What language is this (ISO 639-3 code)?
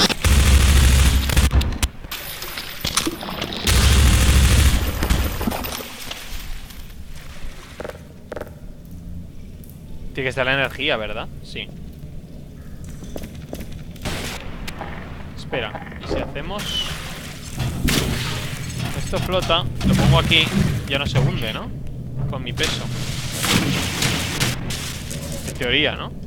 spa